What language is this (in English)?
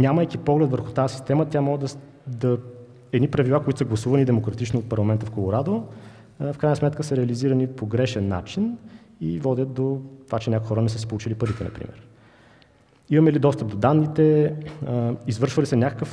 Bulgarian